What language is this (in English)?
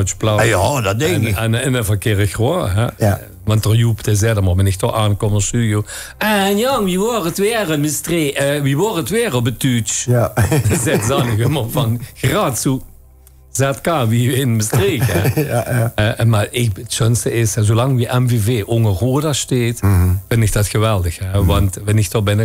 Limburgish